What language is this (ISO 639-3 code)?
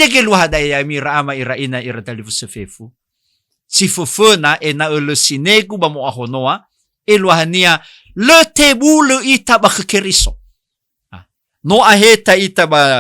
nia